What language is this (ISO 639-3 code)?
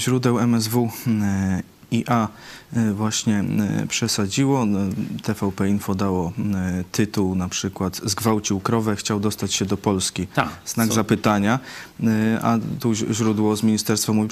pol